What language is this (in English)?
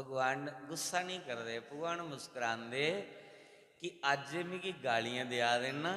Dogri